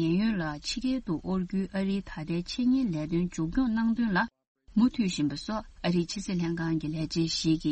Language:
Tibetan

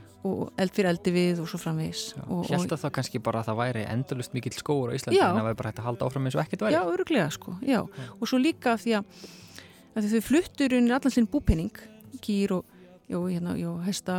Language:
Icelandic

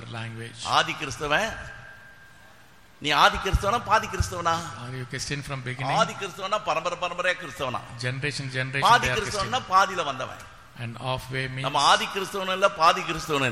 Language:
Tamil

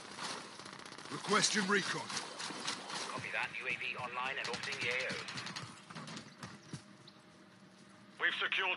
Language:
English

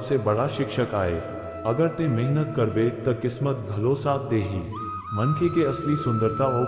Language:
Chhattisgarhi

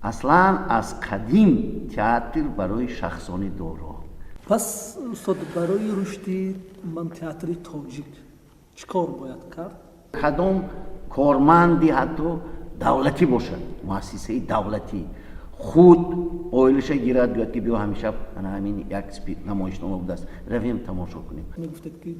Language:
Tajik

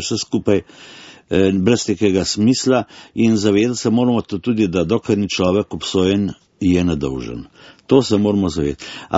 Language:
Slovenian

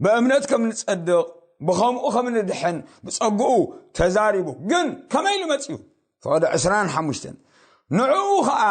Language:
Tigrinya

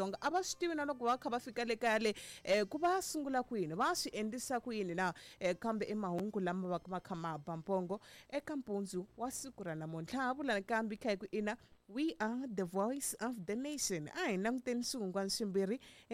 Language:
Tsonga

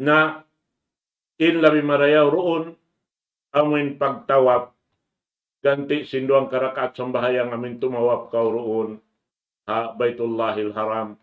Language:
Tausug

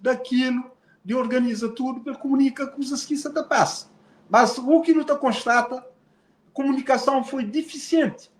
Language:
Kabuverdianu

